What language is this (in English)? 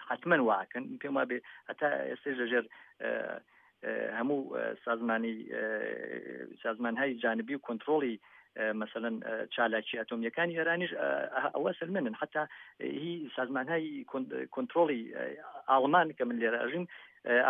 Central Kurdish